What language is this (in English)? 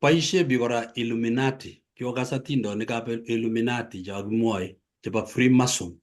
Kalenjin